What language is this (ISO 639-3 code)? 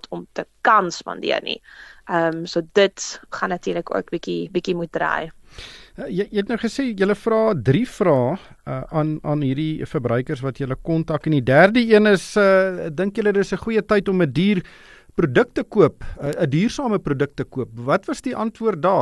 afr